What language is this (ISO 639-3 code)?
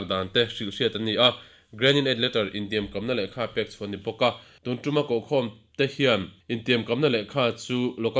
lus